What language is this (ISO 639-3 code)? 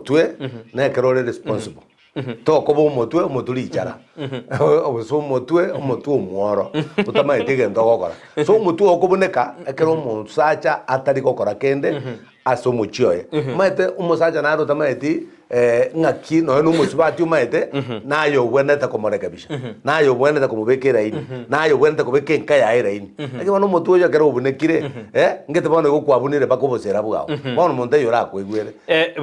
guz